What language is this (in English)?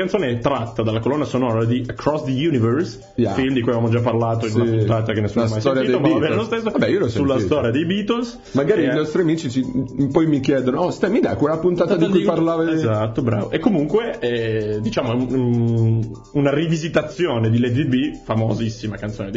Italian